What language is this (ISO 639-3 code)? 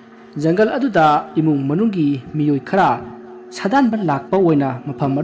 mni